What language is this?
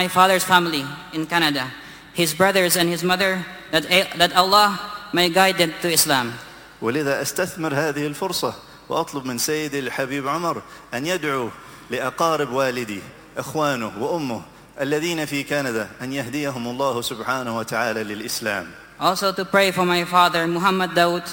Arabic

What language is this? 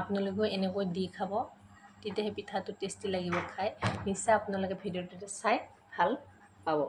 Assamese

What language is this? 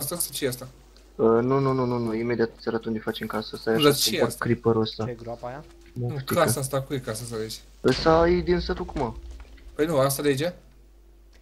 Romanian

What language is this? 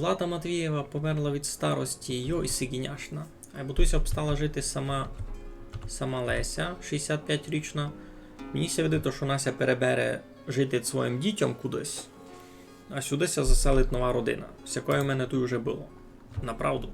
Rusyn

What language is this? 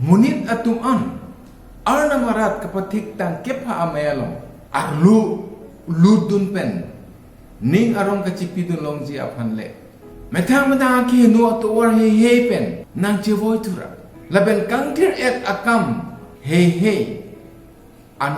Karbi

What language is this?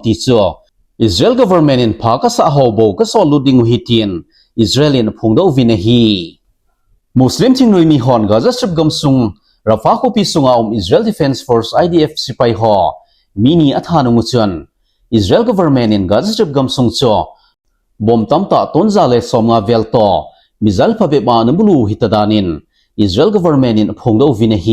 Thado Chin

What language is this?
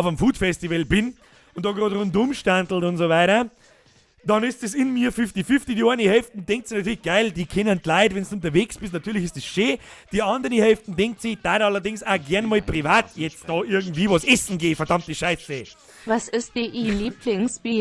Bavarian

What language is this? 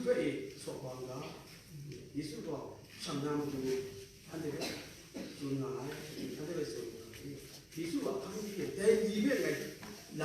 Kachin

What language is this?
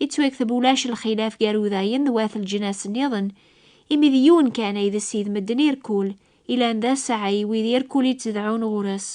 Kabyle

